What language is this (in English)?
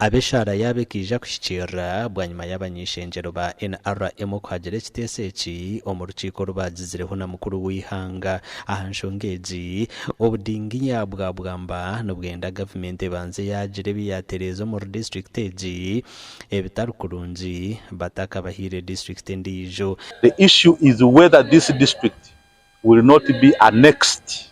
Nyankole